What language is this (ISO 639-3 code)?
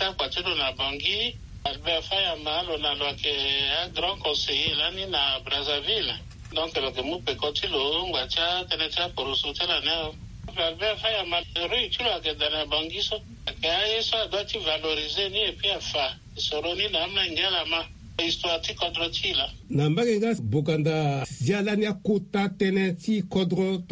sag